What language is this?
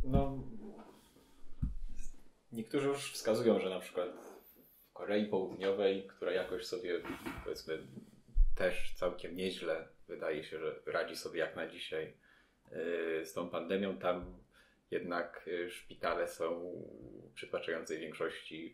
Polish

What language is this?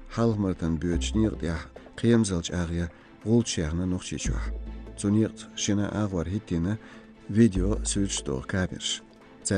Chechen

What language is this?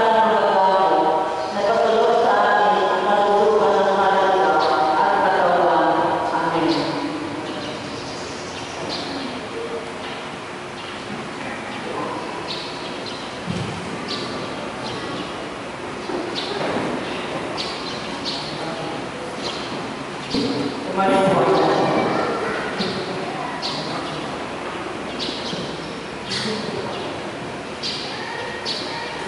Filipino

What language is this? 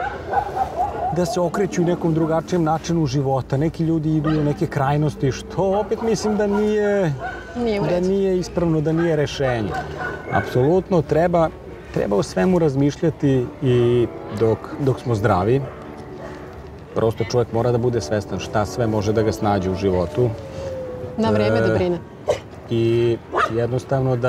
Serbian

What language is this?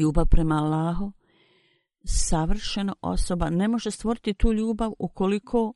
Bosnian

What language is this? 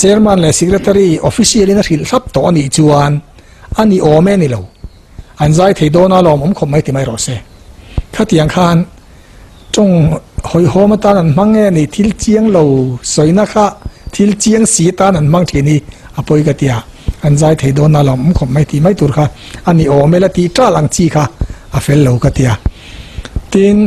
Mizo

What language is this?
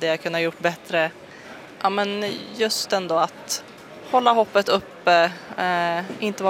Swedish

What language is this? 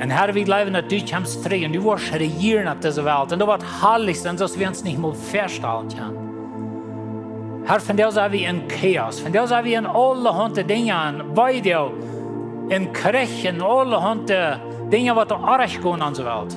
Plautdietsch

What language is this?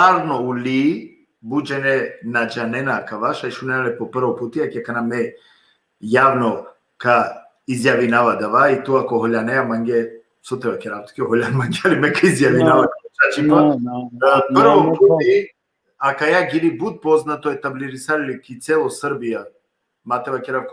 Balkan Romani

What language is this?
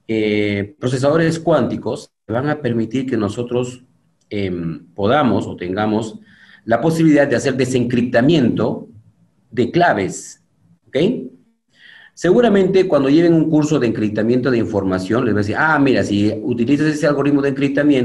Spanish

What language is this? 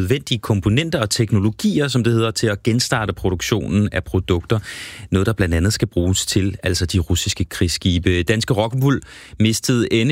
Danish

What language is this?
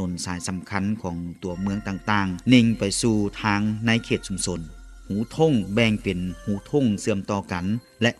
Lao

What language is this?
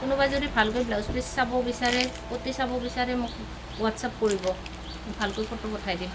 Assamese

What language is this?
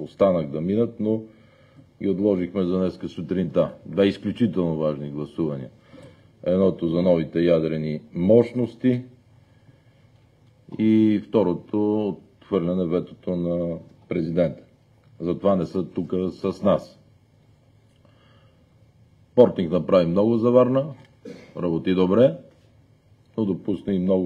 Bulgarian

